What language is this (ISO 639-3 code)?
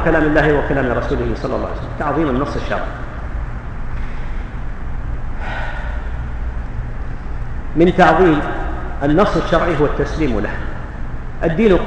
ara